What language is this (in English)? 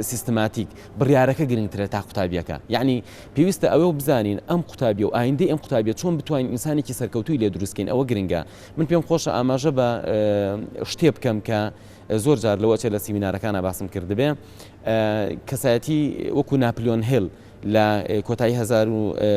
Central Kurdish